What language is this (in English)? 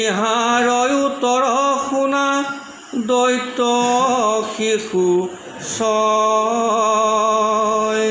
Assamese